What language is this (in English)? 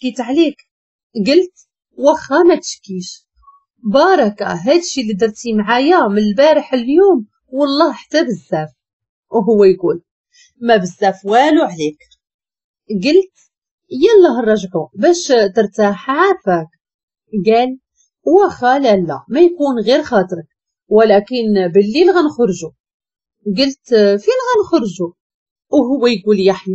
Moroccan Arabic